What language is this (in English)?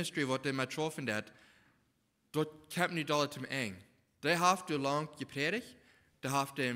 Plautdietsch